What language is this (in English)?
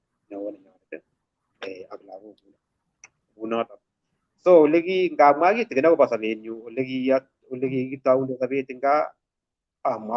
Kalenjin